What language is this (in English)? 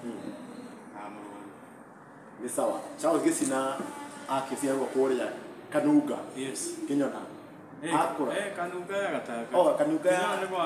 Kikuyu